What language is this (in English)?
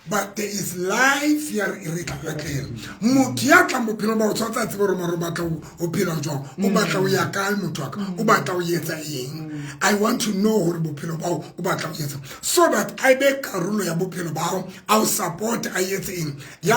Southern Sotho